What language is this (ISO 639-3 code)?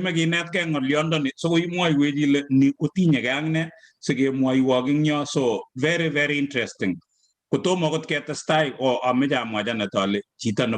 kln